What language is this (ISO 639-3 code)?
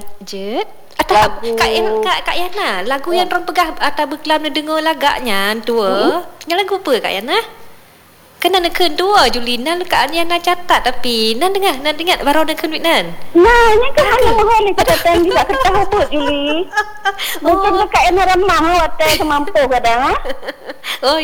msa